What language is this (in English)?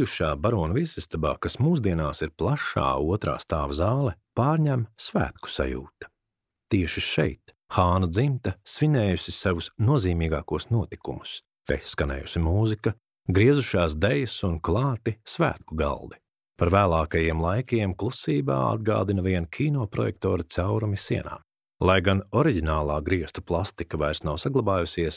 Latvian